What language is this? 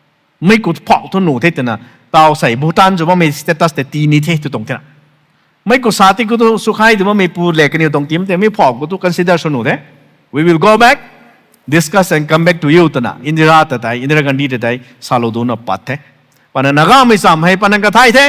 Rongmei Naga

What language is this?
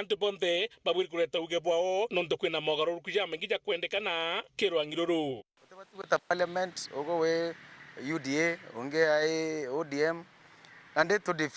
Meru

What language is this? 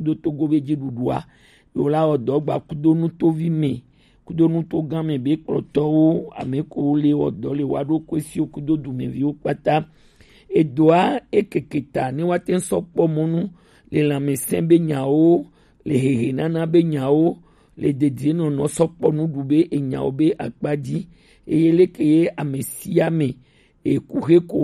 Gen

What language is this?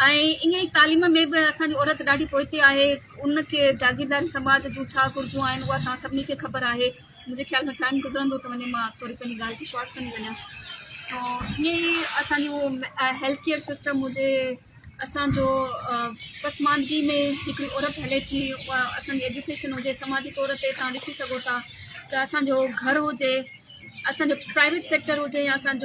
Sindhi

